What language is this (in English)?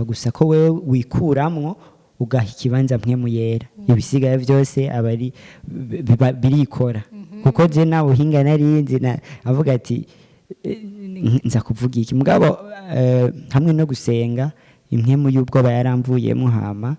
Rundi